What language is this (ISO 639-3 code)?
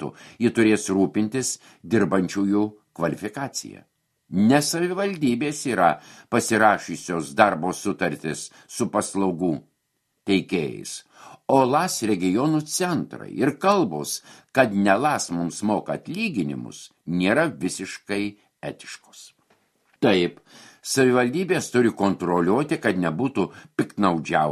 lit